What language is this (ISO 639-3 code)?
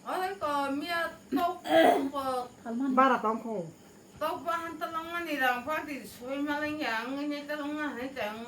trp